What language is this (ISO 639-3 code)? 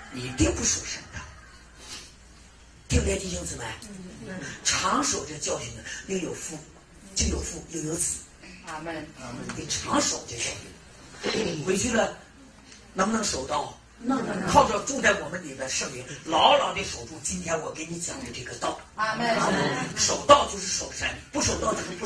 zho